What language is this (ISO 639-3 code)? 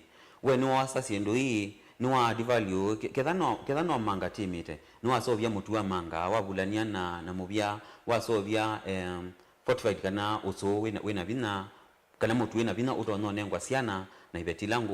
kam